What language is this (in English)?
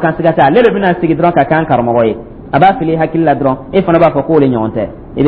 Dyula